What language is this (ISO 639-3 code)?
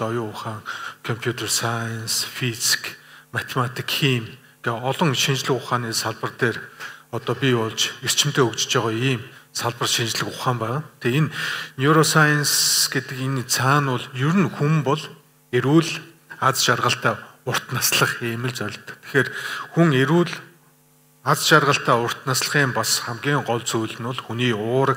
mon